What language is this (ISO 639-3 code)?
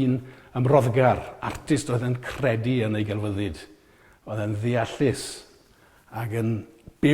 cym